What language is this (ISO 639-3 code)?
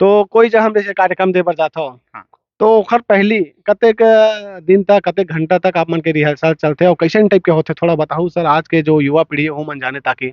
hne